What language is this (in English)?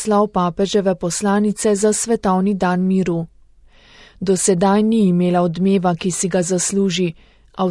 Slovenian